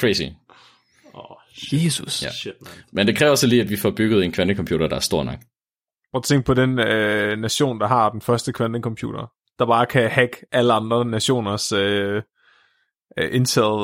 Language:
Danish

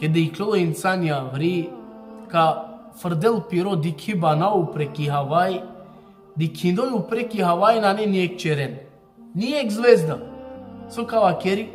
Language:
Balkan Romani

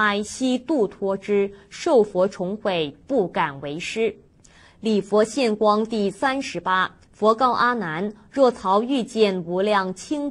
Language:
Chinese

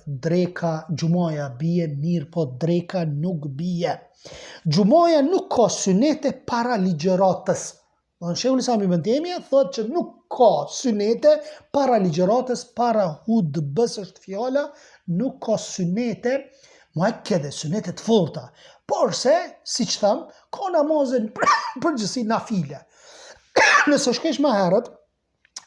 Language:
Albanian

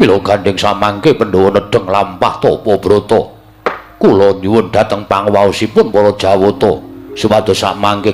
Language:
Javanese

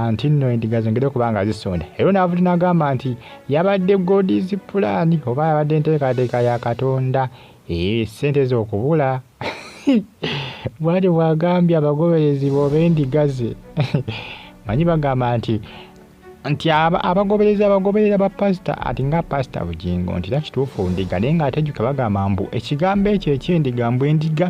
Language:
Ganda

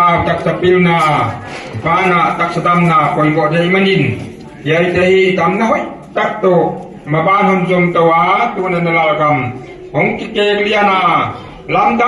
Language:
Paite Chin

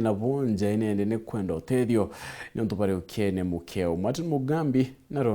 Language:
Meru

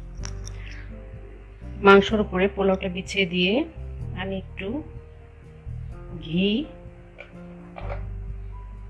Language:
Bangla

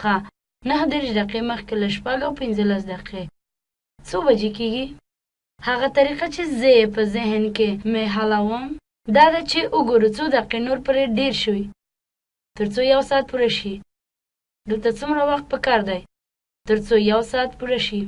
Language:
Pashto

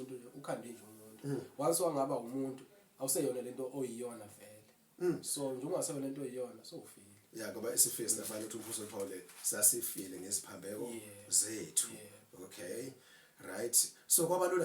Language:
Zulu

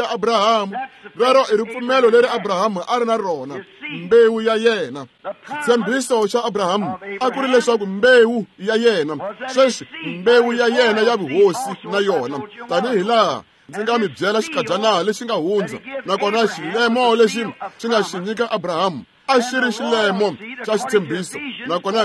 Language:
Tsonga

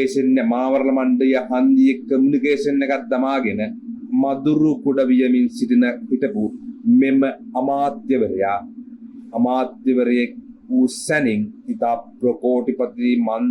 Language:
Sinhala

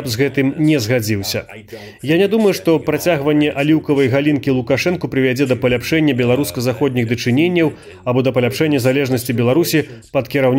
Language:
Belarusian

